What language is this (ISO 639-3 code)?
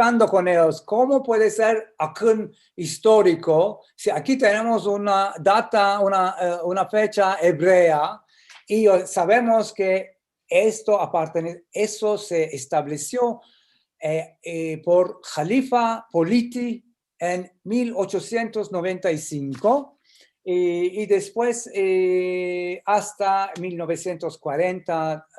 lad